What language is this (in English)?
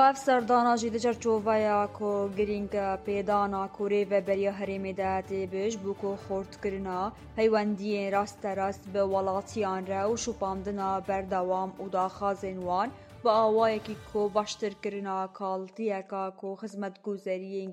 Kurdish